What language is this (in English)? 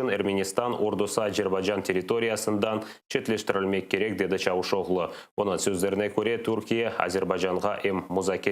Crimean Tatar